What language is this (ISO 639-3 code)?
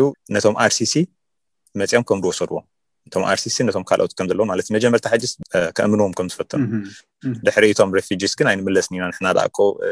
tir